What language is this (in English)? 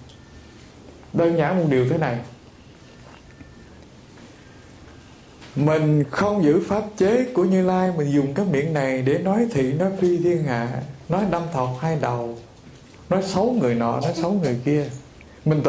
Vietnamese